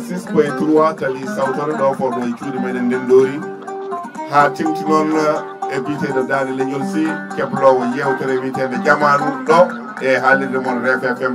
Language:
Fula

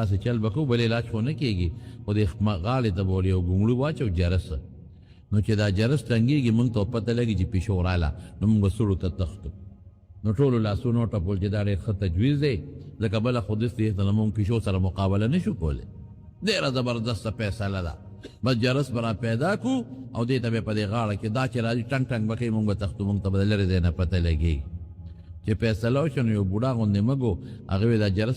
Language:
Pashto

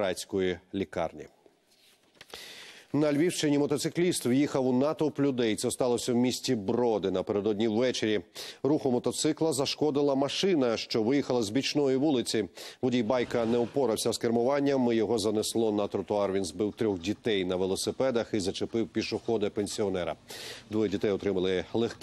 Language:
Ukrainian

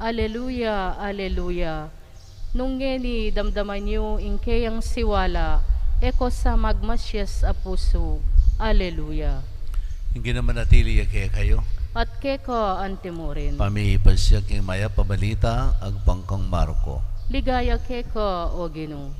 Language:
Pampanga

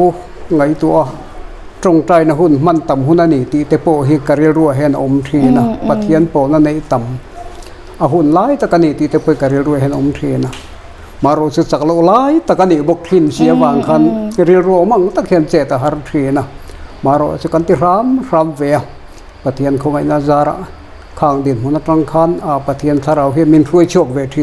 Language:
Mizo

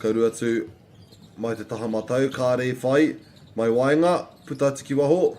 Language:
Māori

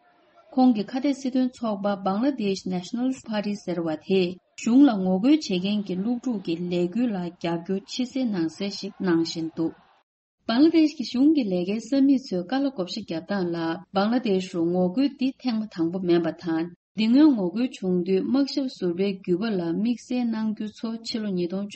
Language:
Tibetan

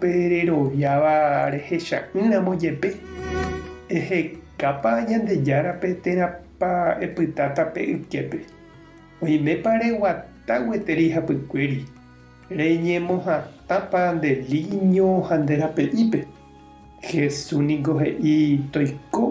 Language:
Guarani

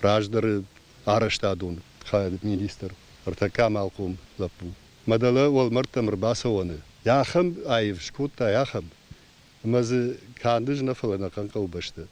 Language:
Ossetic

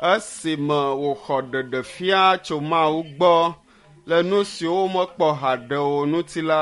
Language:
Ewe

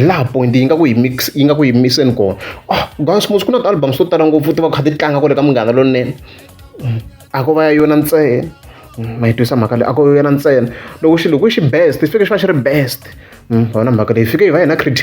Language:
Tsonga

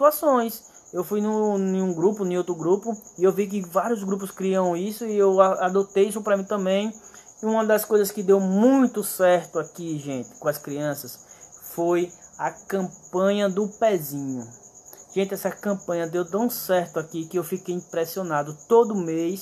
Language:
Portuguese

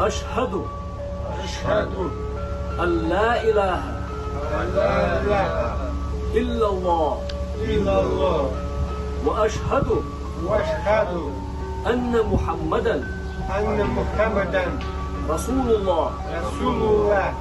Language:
Chechen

